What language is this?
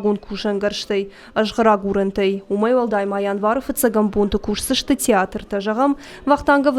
Ossetic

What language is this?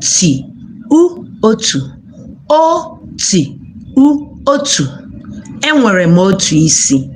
Igbo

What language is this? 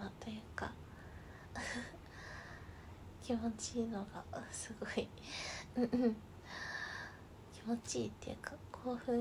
Japanese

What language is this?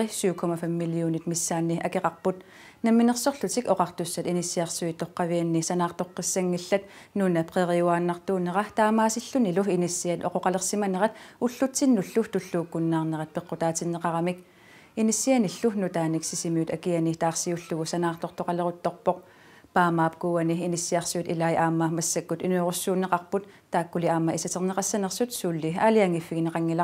Kalaallisut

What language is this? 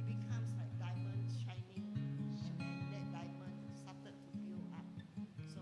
Iban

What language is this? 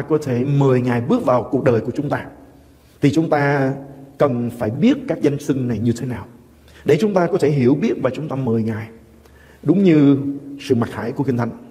Vietnamese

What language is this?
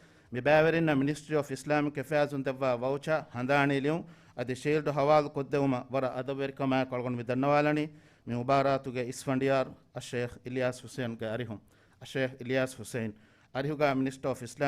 Divehi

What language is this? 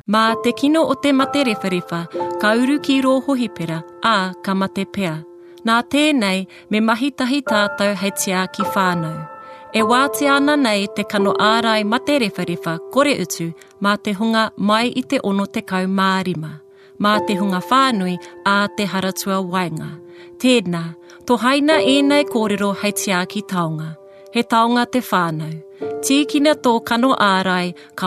Māori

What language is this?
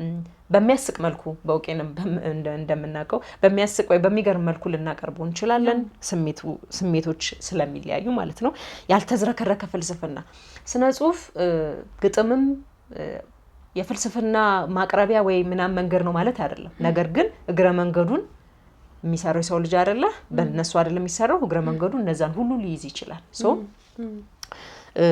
Amharic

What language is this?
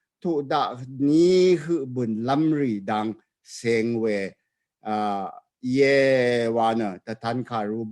Rawang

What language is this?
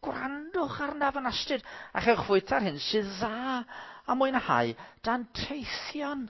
Welsh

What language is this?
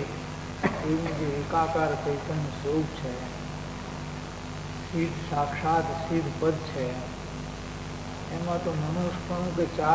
Gujarati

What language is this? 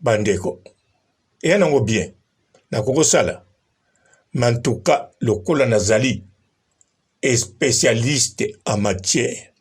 Lingala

